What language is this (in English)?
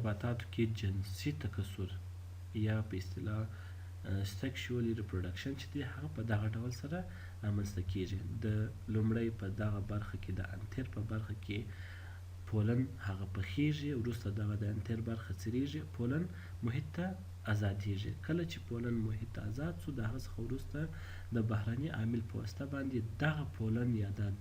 Pashto